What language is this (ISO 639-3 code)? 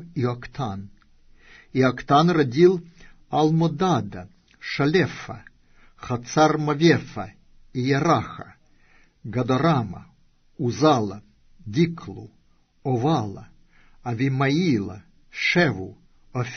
rus